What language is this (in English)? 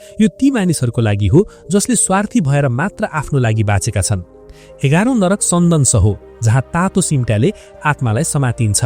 Nepali